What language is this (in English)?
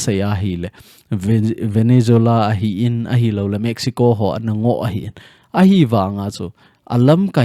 Thado Chin